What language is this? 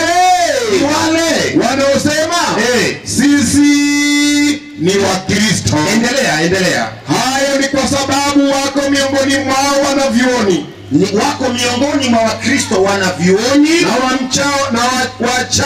Swahili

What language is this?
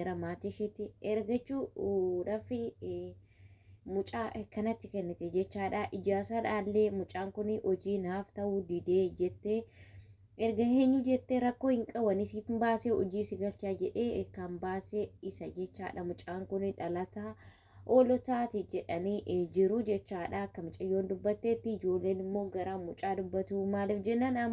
Oromo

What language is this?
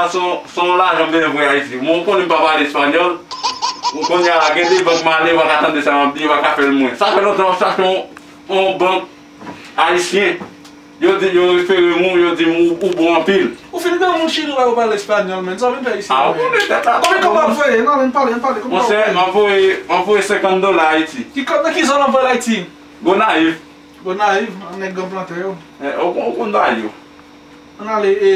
Haitian Creole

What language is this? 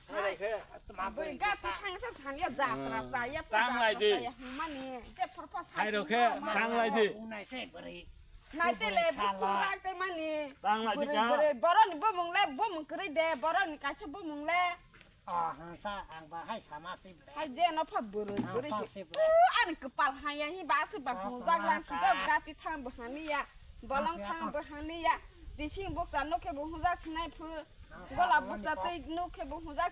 Kok Borok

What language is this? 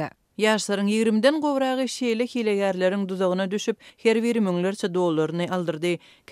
Turkmen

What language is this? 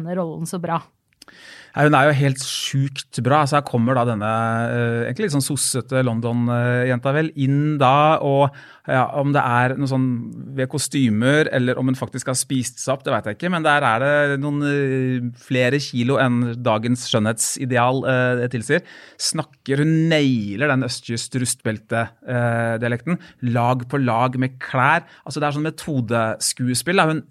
Norwegian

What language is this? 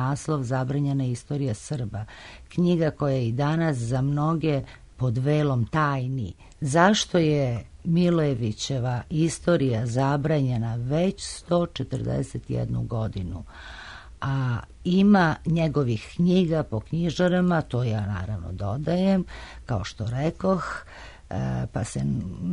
Serbian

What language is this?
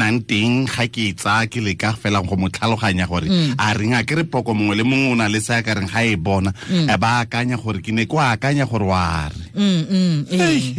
Tswana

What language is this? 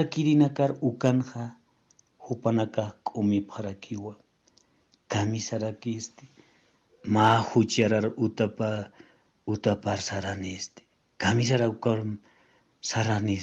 Aymara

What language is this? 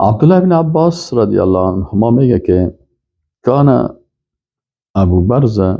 Persian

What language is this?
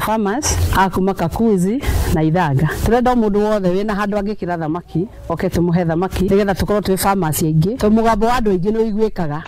Kikuyu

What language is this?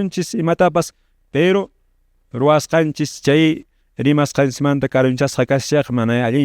Quechua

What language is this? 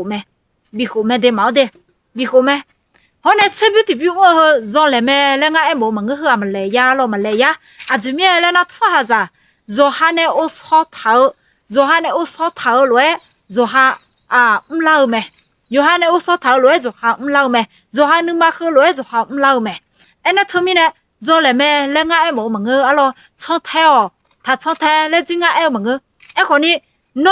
Akha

